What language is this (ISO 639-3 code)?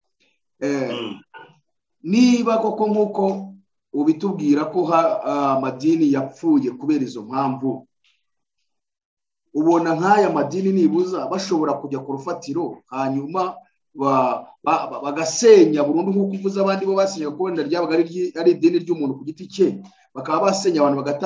kin